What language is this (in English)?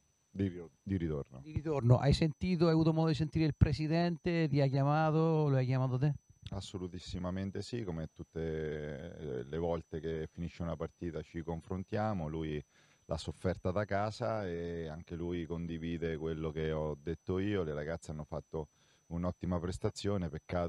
Italian